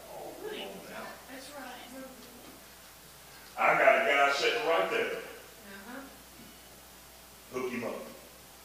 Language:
English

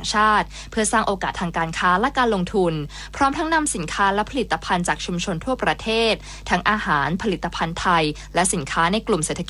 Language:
Thai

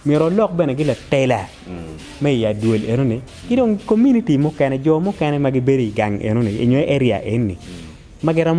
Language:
Acoli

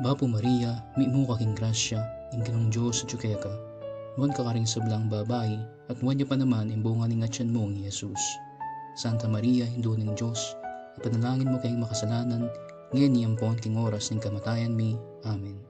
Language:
Pampanga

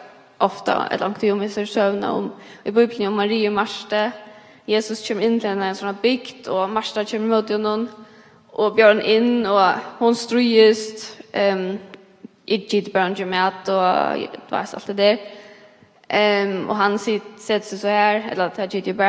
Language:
Faroese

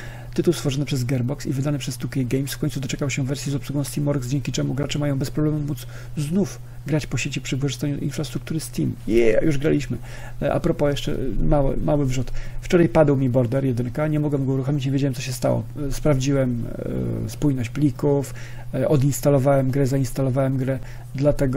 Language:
Polish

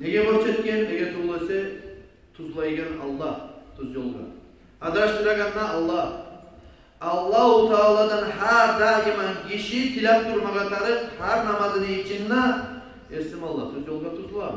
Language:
Kumyk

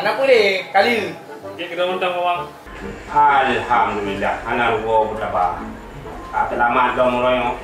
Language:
Achinese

